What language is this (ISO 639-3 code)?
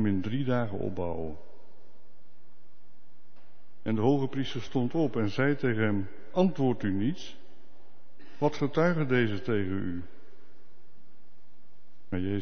nld